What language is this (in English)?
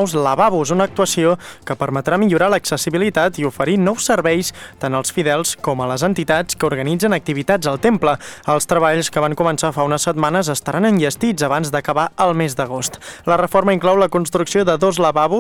Catalan